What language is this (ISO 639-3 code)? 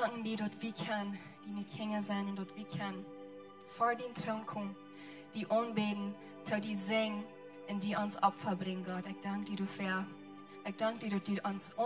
pdt